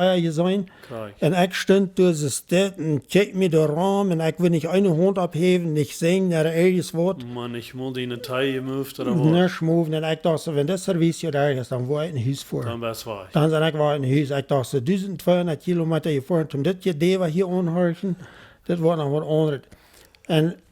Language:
Plautdietsch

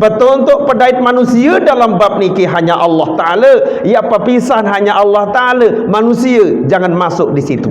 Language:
Sasak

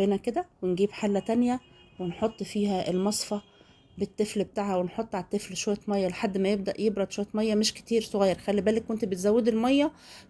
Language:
Egyptian Arabic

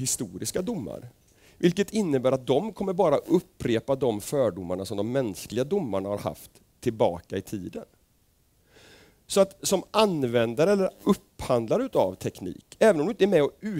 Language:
Swedish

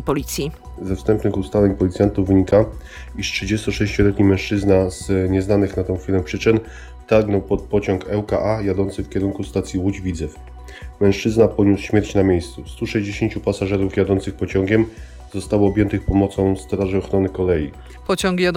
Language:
Polish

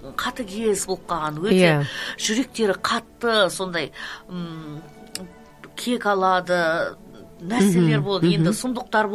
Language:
Kazakh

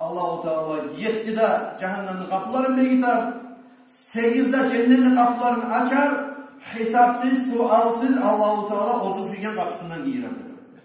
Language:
Kumyk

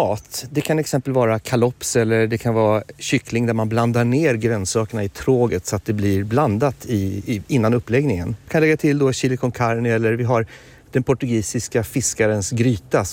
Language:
Swedish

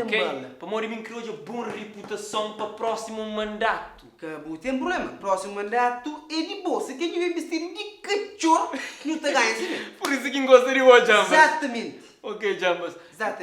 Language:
Kabuverdianu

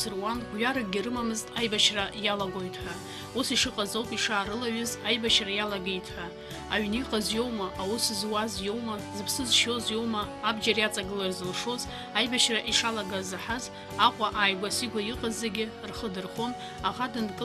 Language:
Abkhazian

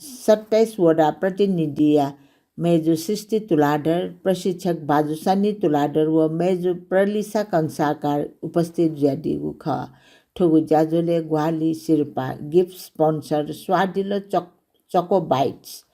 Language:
Newari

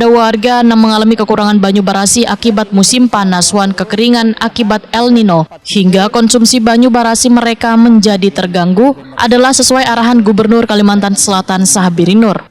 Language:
Banjar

